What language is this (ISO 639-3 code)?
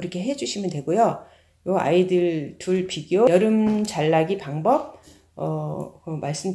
kor